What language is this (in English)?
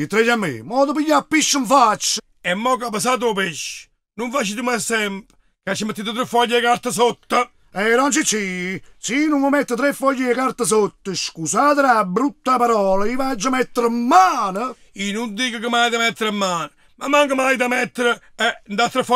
Neapolitan